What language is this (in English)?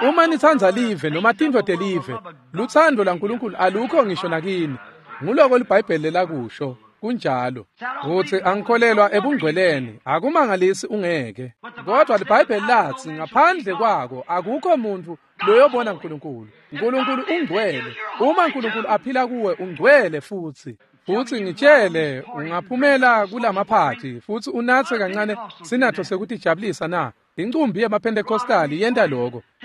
Swati